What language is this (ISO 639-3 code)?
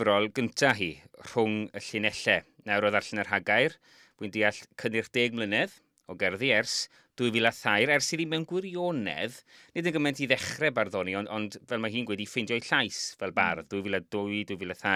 cym